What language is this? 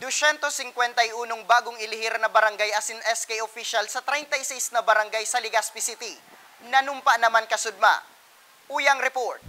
Bikol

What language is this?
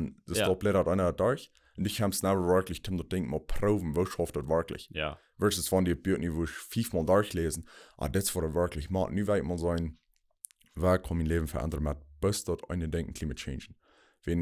Plautdietsch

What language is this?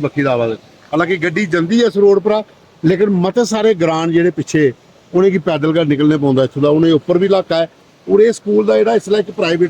Dogri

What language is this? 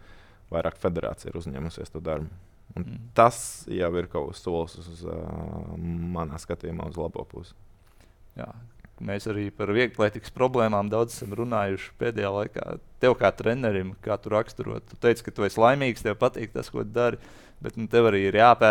Latvian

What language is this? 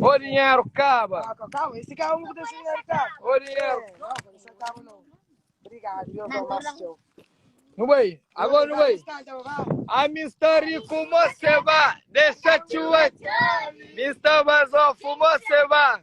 Kabuverdianu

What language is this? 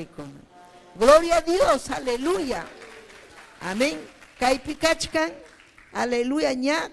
Ayacucho Quechua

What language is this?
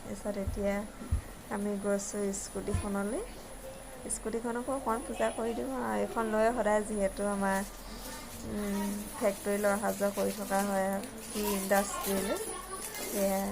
Assamese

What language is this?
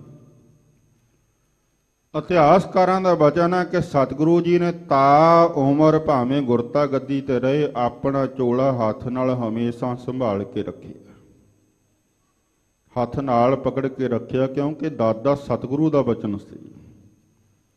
Punjabi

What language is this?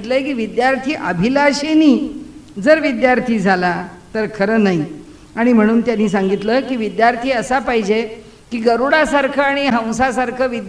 Marathi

